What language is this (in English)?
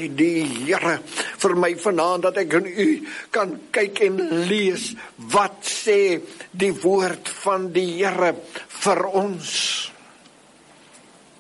Afrikaans